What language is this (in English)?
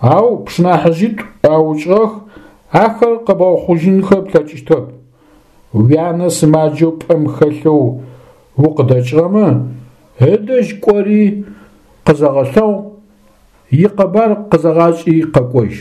Adyghe